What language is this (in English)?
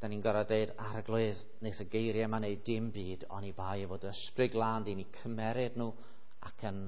Welsh